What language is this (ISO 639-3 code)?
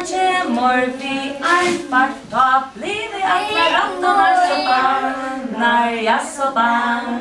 fao